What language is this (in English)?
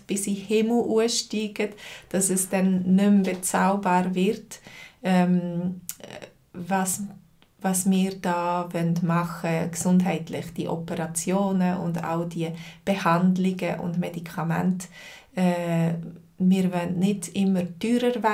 Swiss German